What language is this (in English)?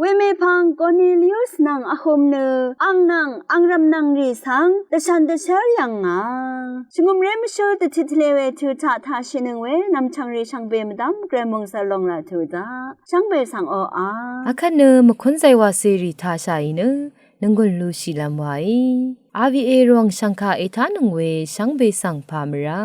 Rawang